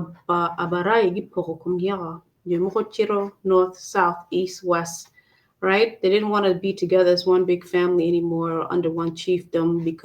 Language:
Acoli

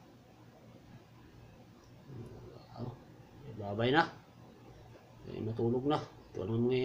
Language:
Filipino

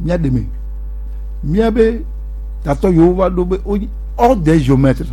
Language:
Gen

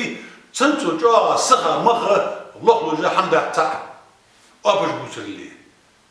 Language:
Ingush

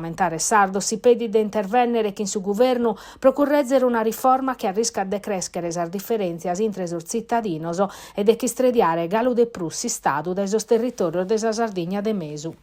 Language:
Sardinian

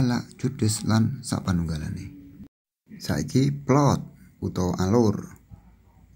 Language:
Javanese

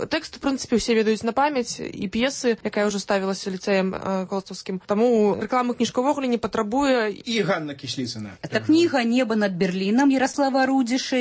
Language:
Belarusian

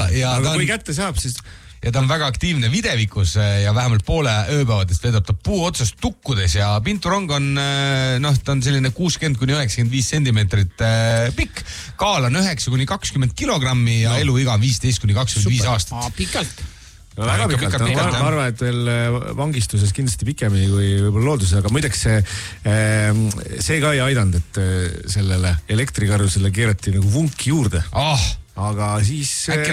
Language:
Estonian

